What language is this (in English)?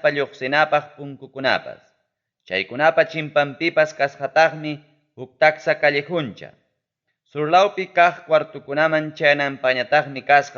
Ayacucho Quechua